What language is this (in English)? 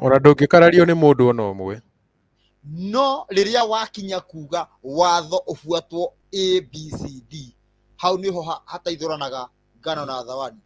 Kikuyu